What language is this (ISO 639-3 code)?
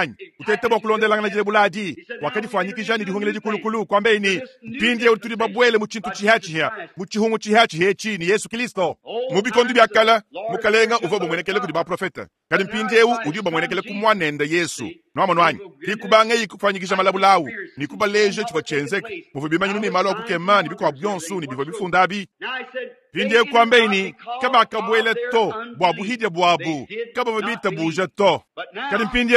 lua